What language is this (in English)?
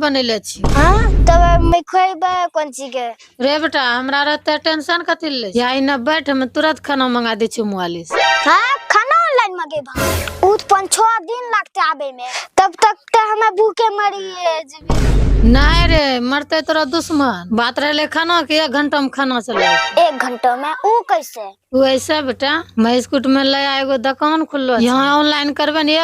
Angika